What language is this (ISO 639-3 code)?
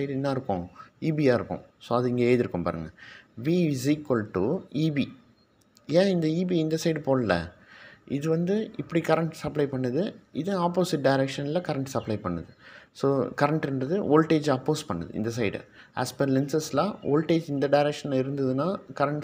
tam